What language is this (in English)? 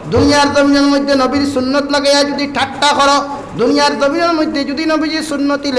Sylheti